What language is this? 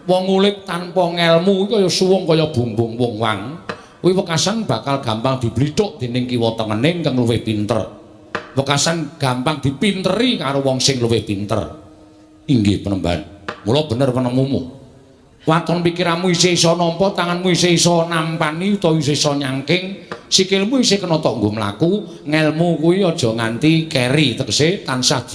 Javanese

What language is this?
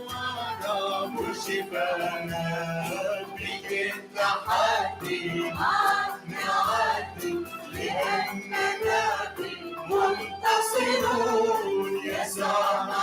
Mesopotamian Arabic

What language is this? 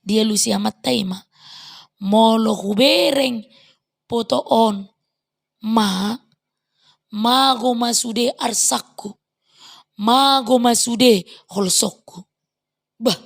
Batak Toba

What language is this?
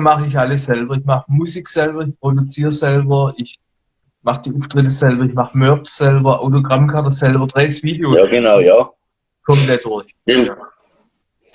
Bavarian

